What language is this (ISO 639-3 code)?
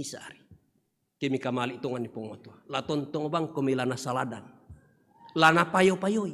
sda